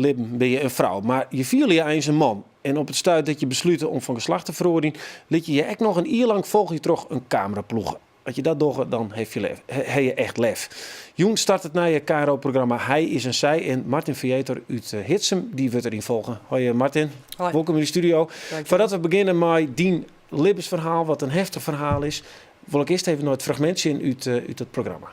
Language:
Western Frisian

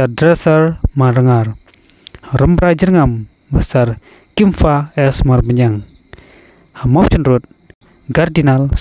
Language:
Khasi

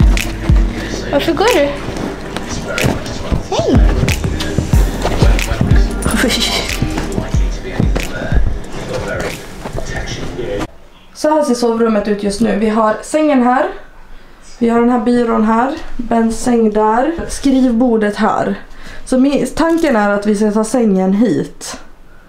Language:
Swedish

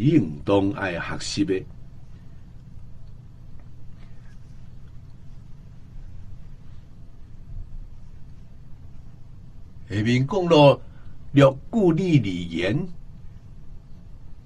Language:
Chinese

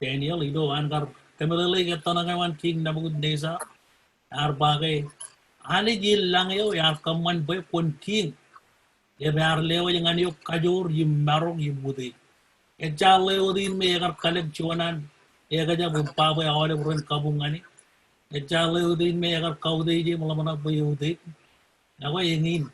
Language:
Marshallese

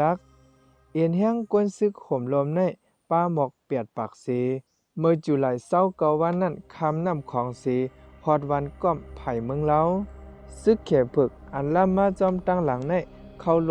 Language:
Shan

